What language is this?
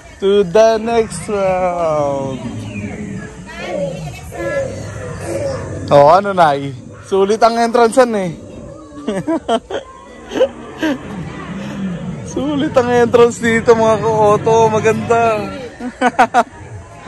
Filipino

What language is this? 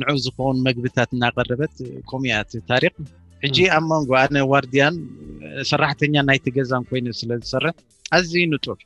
Tigrinya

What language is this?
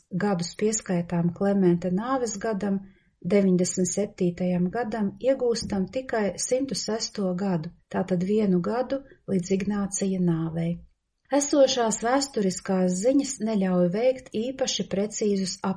Latvian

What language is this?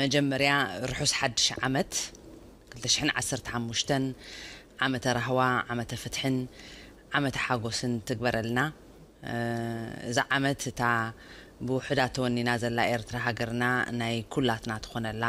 Tigrinya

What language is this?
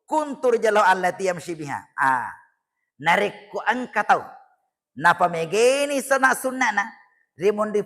Buginese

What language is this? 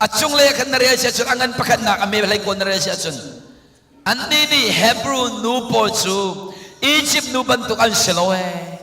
Hakha Chin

